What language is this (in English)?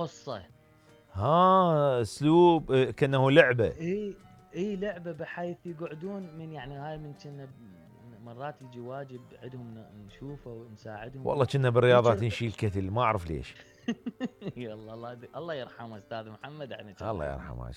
Mesopotamian Arabic